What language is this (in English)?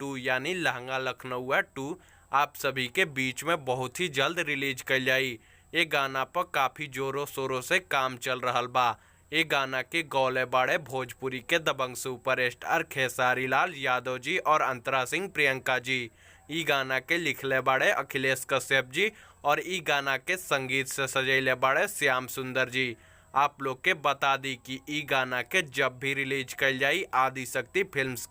Bhojpuri